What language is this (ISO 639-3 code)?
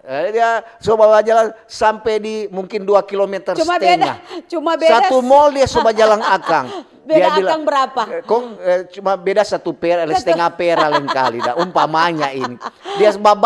xmm